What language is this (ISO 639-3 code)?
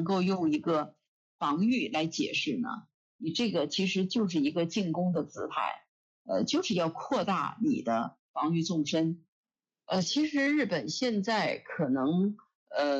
zho